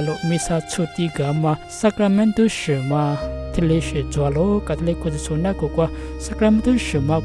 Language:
Lisu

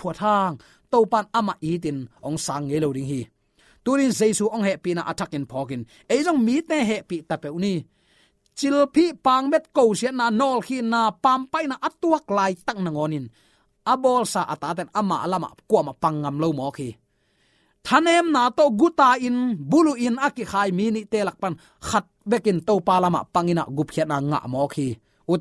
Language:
Tedim Chin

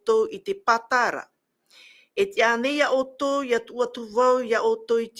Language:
Tahitian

